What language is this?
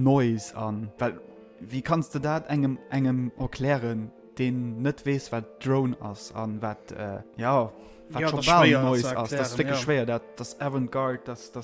Luxembourgish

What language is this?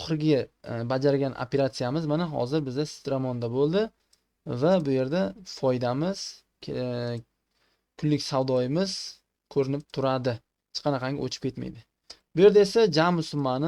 Uzbek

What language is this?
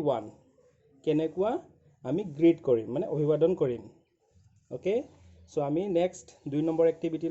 Assamese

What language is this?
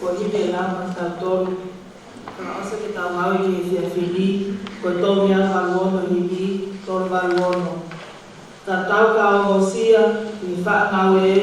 Tongan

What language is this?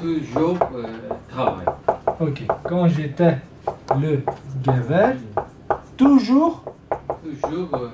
Kurdish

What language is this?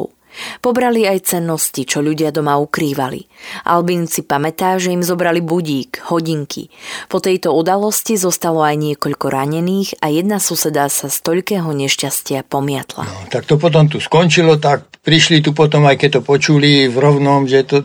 Slovak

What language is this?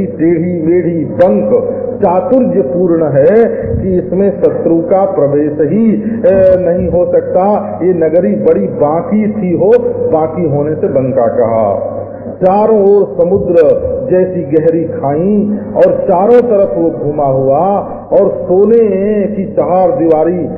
Hindi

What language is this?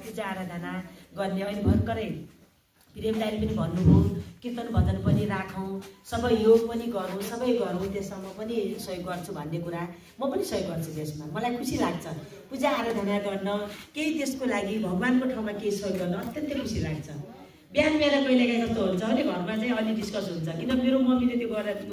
Nepali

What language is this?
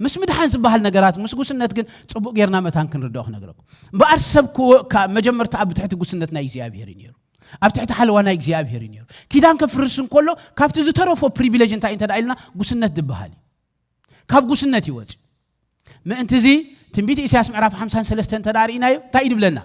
Tigrinya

